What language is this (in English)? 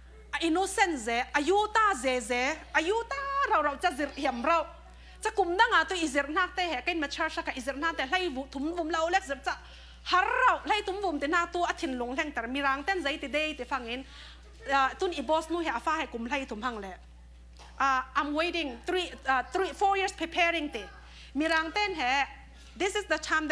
Falam Chin